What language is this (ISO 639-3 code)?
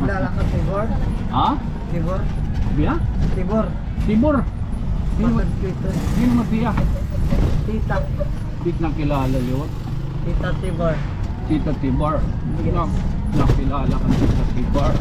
war